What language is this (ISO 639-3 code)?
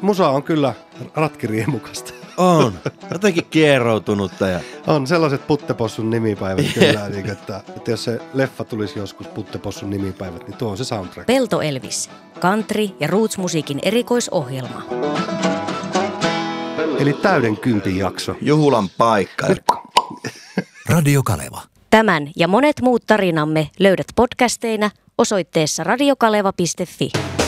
fin